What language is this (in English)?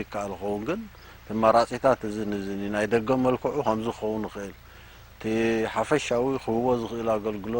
Tigrinya